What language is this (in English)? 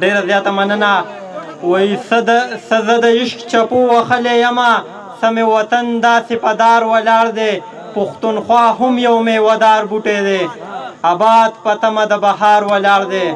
Pashto